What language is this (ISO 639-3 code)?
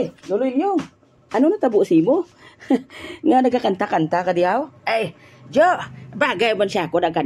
hil